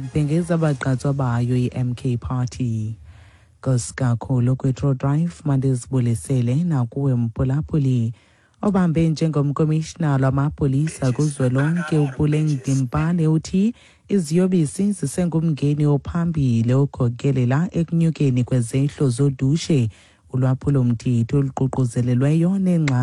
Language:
Xhosa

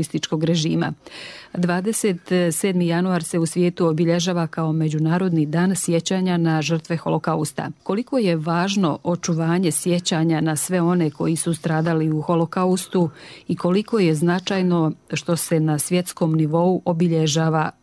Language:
Serbian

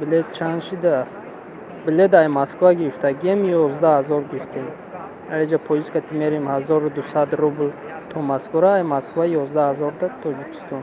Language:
Tajik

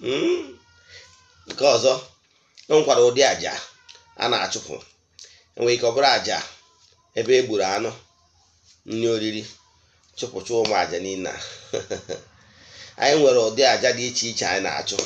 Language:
Igbo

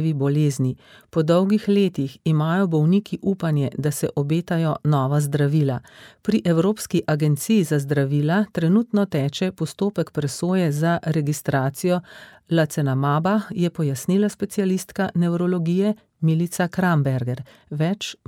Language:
Slovenian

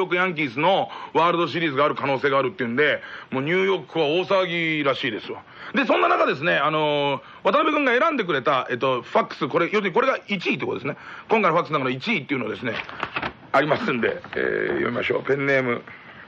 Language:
Japanese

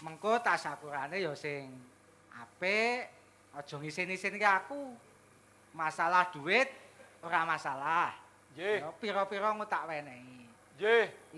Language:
Javanese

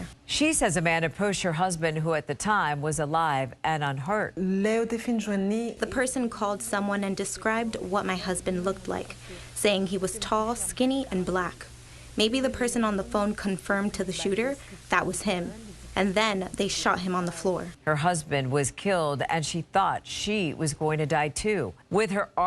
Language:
Nigerian Pidgin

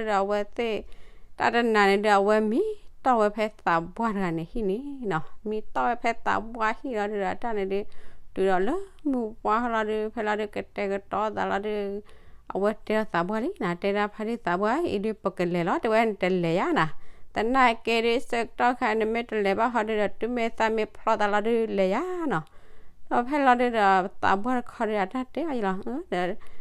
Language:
S'gaw Karen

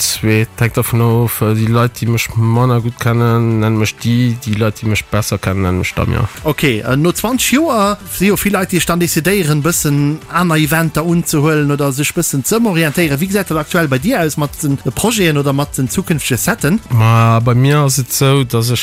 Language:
Luxembourgish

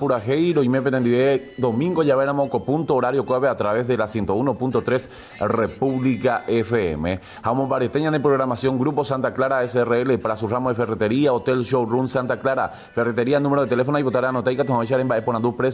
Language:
Guarani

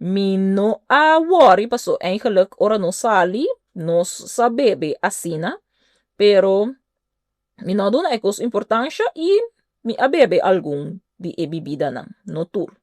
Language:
Papiamento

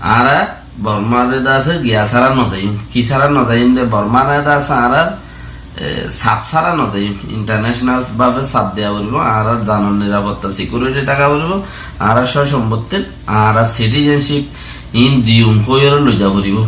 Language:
Rohingya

